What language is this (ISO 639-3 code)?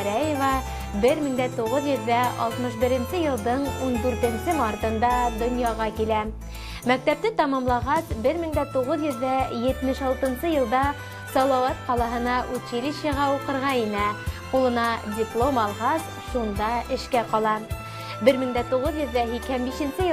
bak